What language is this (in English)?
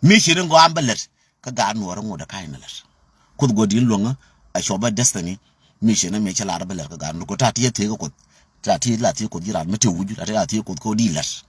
Nuer